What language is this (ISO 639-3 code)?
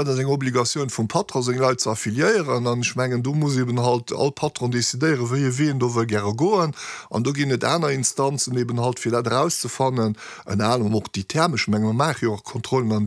ltz